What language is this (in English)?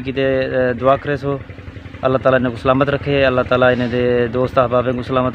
Saraiki